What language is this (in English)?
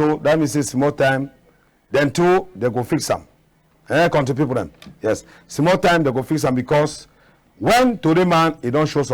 Cameroon Pidgin